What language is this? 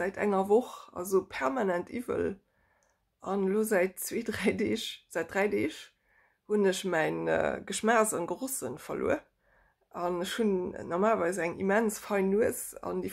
Luxembourgish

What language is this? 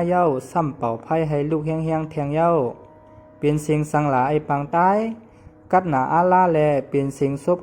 Shan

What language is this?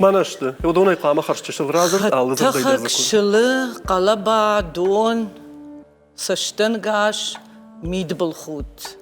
Ossetic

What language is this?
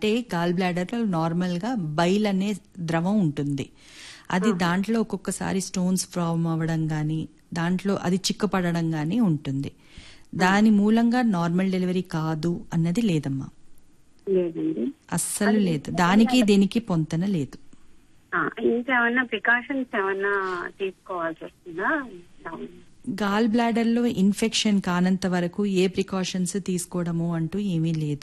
Telugu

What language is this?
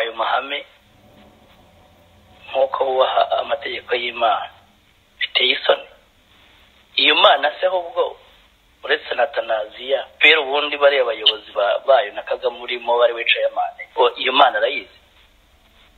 Kinyarwanda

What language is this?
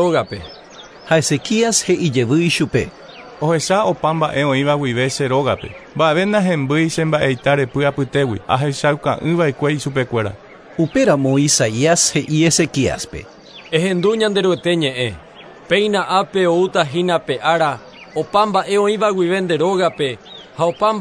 Guarani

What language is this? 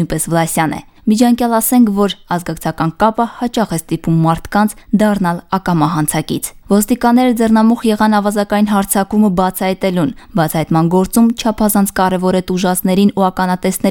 Armenian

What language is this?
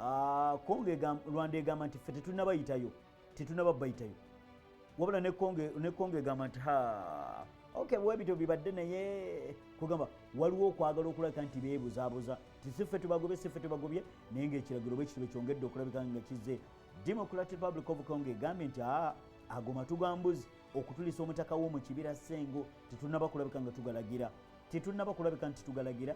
Ganda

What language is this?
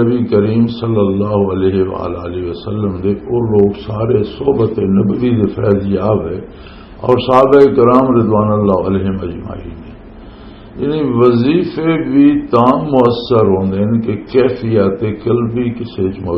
Western Panjabi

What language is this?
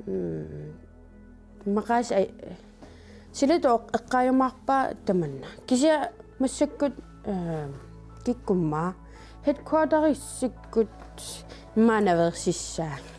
Kalaallisut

